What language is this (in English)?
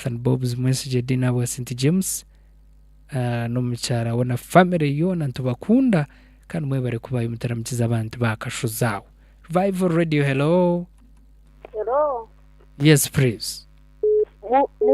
Nyankole